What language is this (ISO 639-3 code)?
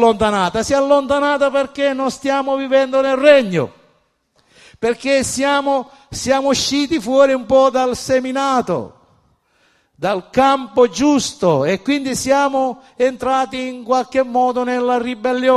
ita